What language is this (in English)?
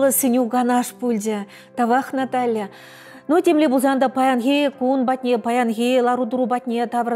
Chuvash